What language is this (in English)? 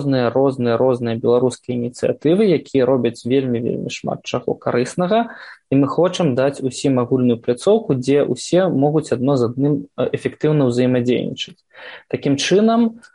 Belarusian